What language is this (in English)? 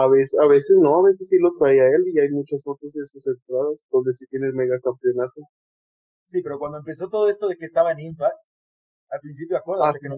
Spanish